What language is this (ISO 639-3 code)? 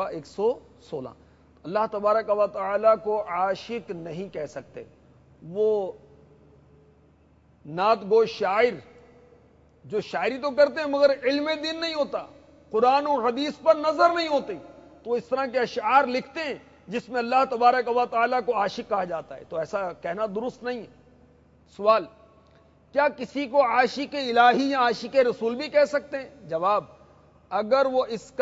urd